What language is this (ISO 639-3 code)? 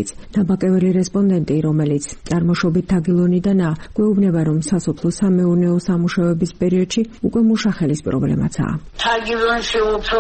kat